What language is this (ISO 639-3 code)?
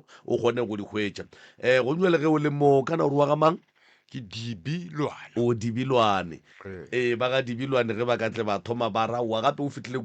nso